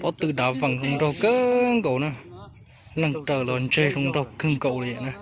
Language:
Hmong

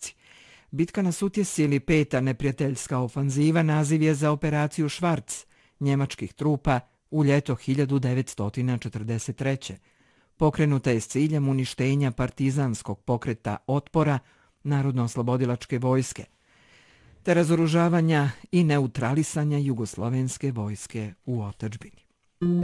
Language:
Bosnian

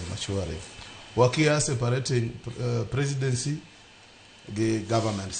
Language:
Luo (Kenya and Tanzania)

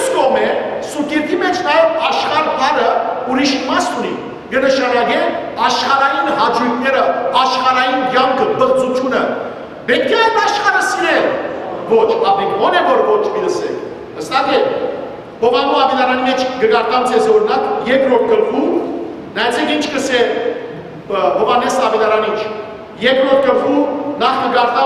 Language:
Western Armenian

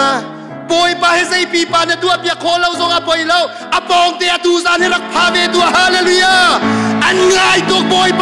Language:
Hakha Chin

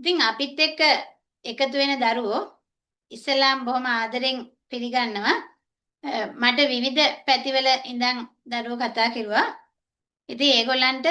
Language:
Sinhala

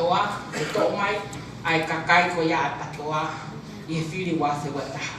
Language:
Tongan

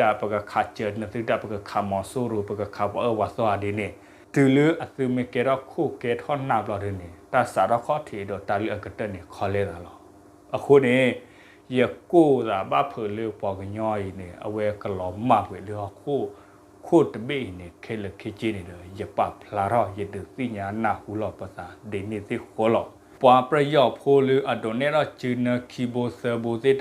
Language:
S'gaw Karen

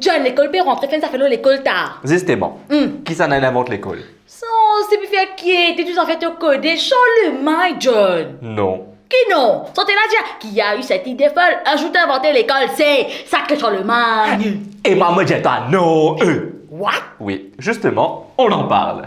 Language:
Morisyen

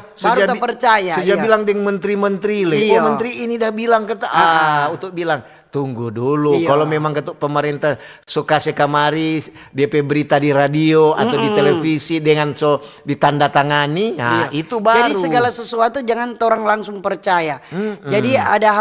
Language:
Manado Malay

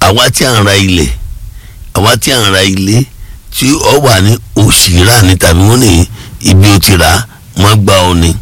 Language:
Yoruba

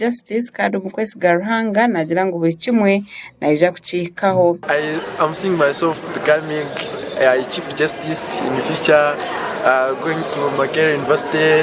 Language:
Nyankole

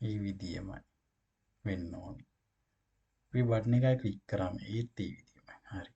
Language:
Sinhala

